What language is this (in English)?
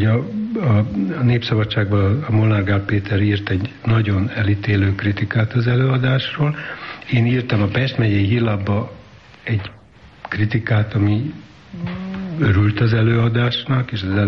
Hungarian